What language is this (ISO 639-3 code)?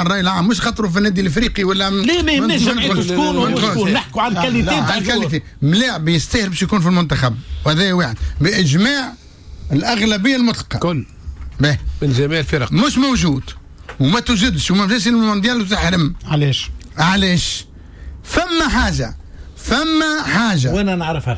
aeb